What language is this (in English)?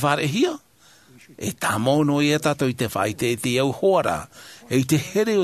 Tahitian